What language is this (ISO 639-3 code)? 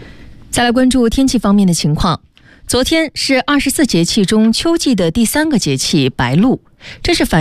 zho